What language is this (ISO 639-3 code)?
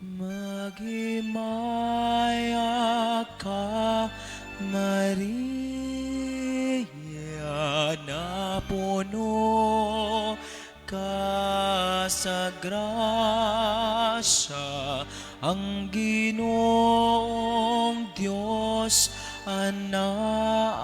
ceb